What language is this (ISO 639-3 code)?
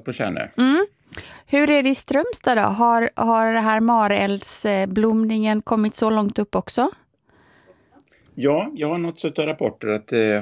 swe